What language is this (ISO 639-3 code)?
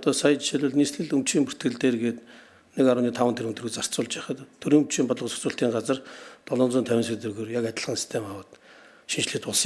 mon